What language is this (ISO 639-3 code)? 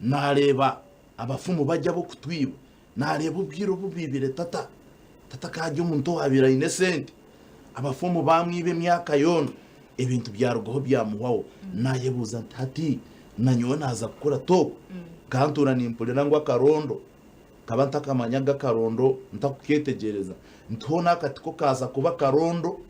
nyn